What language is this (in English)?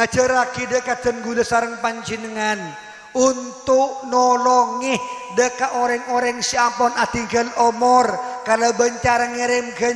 Madurese